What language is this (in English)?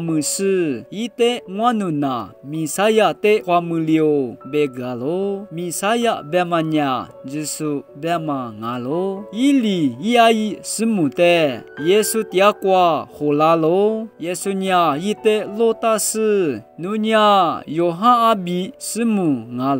Lisu